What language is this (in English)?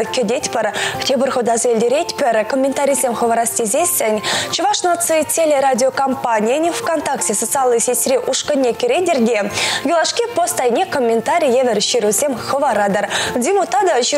Chuvash